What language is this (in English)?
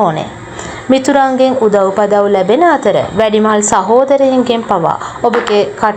Sinhala